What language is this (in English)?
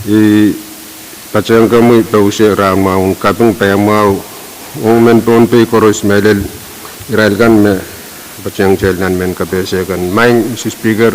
Pohnpeian